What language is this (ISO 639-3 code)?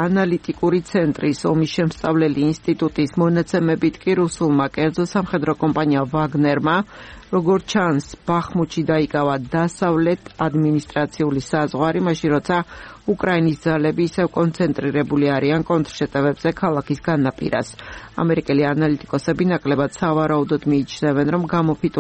kat